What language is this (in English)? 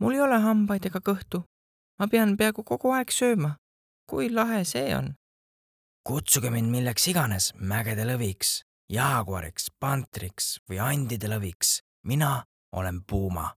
Estonian